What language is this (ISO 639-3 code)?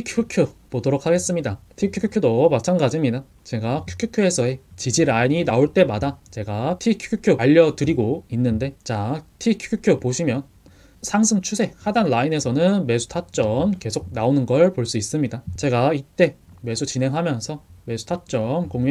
kor